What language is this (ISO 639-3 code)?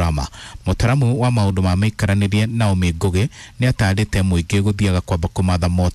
kik